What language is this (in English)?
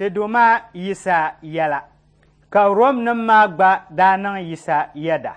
Dagbani